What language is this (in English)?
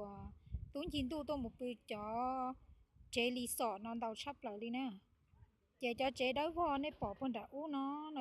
Hmong